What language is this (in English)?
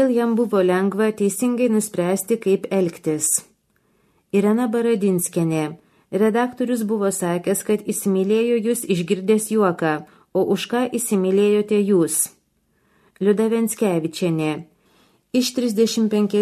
Lithuanian